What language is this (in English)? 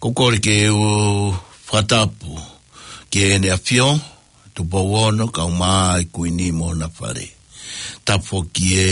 Tongan